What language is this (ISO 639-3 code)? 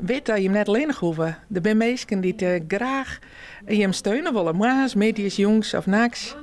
fry